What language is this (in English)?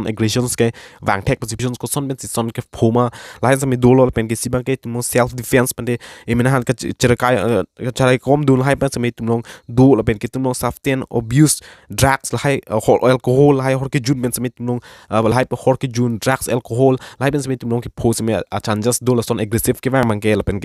Karbi